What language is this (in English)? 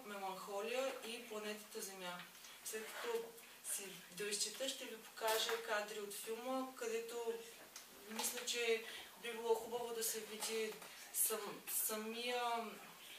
Bulgarian